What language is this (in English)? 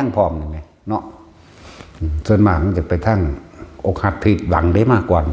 Northeastern Thai